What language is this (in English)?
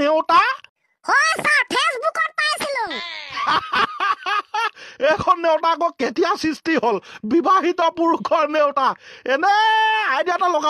Assamese